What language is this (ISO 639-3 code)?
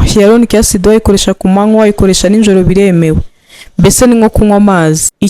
kin